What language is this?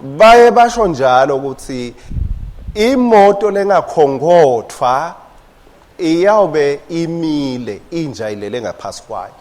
Swati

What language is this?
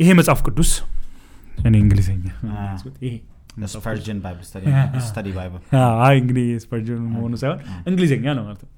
Amharic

